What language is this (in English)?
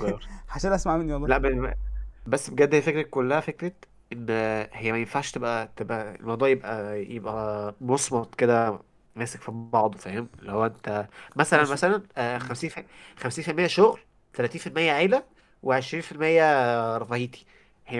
Egyptian Arabic